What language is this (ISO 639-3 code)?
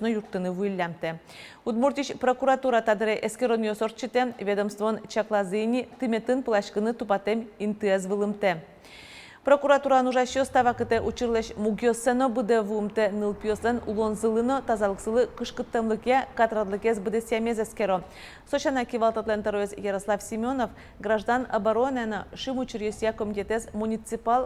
udm